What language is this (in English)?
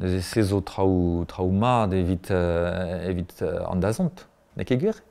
Breton